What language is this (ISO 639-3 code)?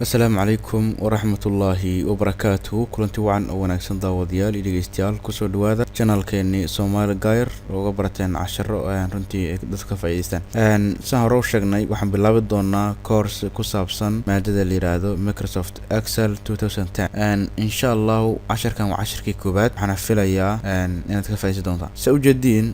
som